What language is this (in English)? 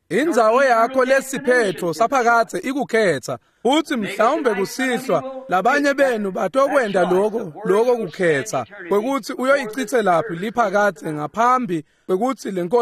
Swati